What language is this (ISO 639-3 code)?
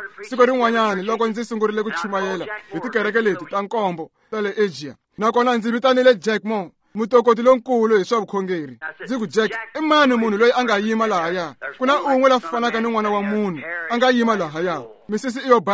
tso